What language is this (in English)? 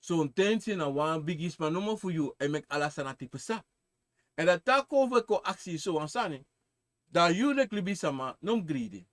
Sranan Tongo